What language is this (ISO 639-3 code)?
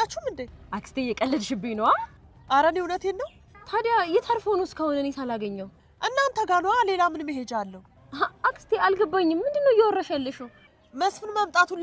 amh